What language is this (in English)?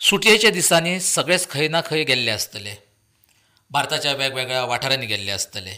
Konkani